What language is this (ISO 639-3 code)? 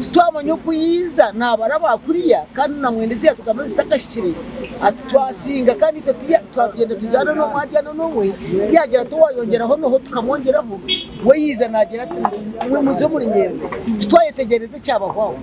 nyn